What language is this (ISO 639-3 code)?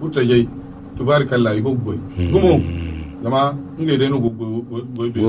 dje